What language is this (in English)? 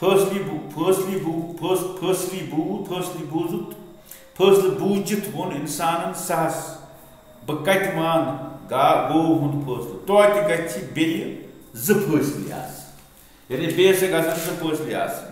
Kashmiri